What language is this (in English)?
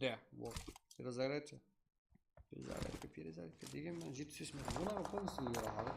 Kara-Kalpak